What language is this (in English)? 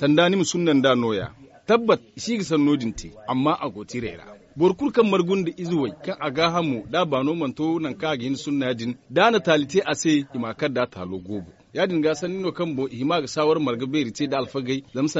Zarma